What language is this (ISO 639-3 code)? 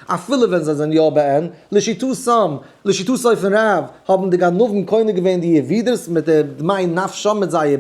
yid